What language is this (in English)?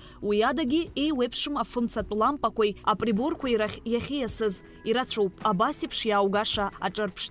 Abkhazian